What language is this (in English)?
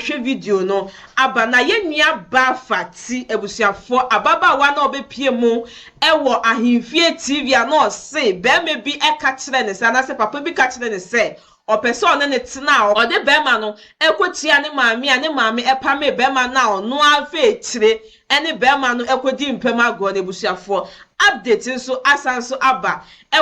Akan